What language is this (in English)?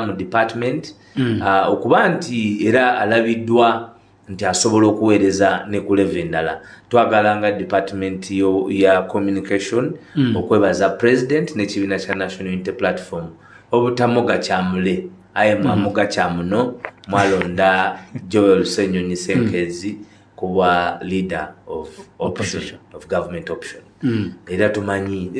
Ganda